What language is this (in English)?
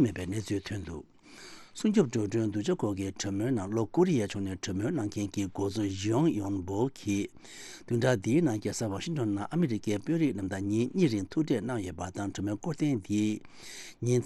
Tibetan